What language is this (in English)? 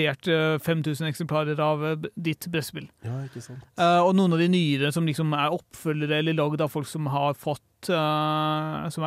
Norwegian